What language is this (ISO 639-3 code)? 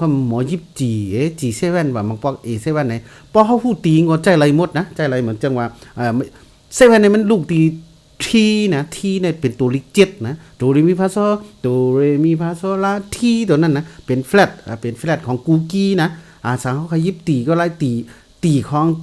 shn